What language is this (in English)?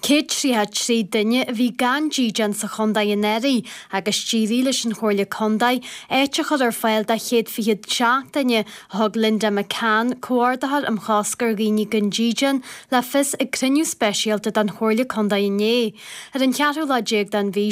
Irish